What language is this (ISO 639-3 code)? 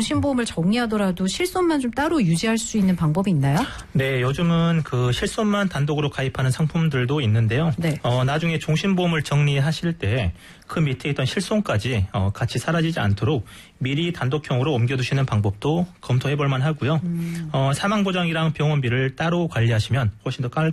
kor